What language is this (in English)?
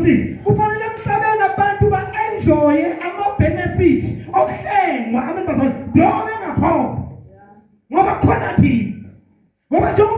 Zulu